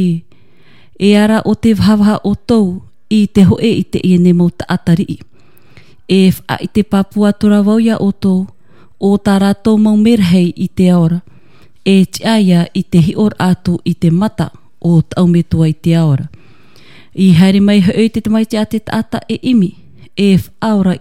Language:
Tahitian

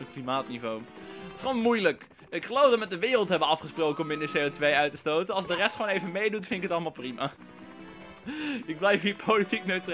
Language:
Dutch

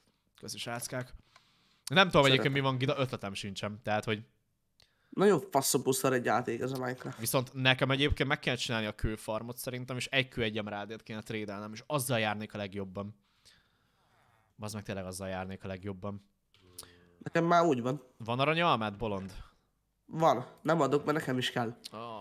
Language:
Hungarian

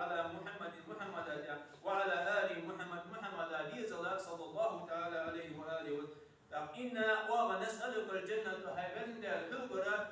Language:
Ingush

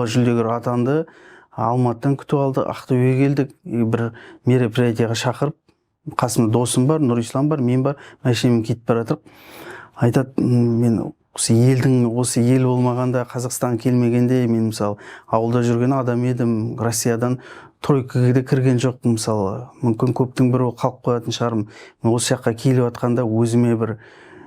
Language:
Kazakh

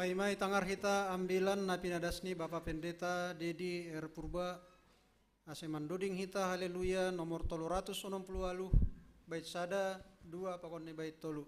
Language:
Batak Simalungun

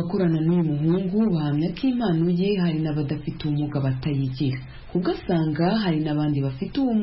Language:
Kinyarwanda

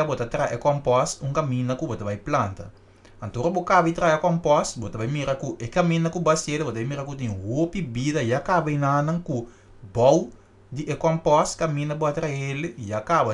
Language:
Papiamento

